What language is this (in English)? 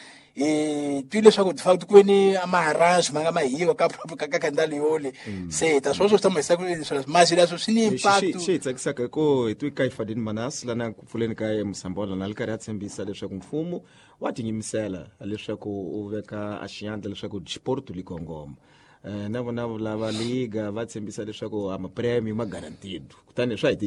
Tsonga